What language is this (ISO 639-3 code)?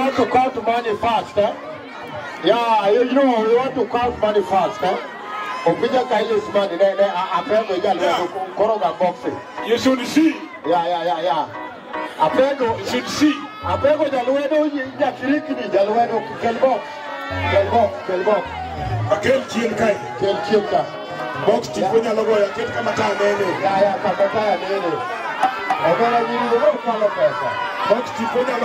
luo